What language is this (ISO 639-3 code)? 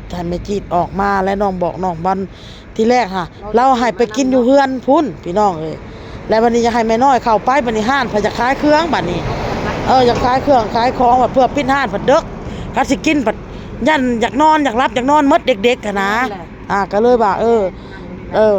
tts